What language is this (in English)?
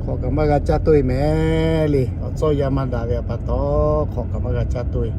Lahu